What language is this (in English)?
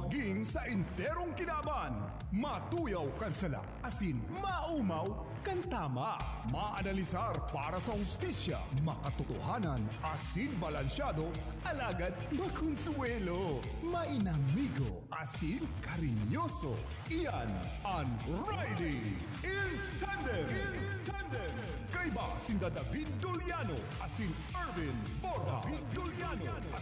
Bikol